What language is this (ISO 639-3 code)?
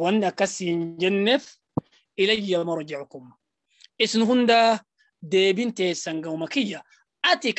orm